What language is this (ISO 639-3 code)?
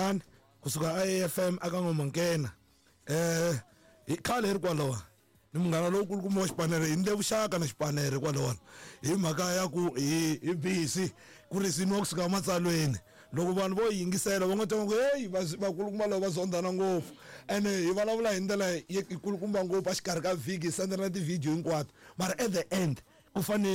tso